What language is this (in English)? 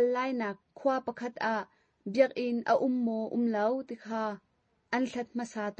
Hakha Chin